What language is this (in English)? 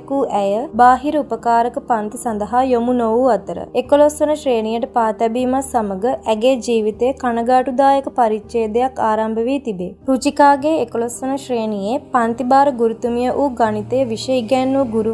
Sinhala